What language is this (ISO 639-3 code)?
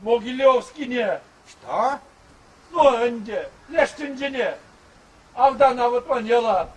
chv